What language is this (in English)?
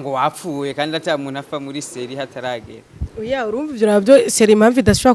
Rundi